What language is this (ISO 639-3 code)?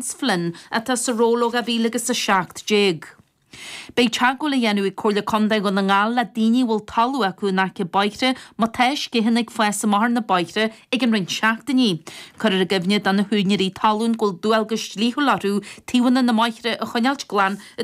gle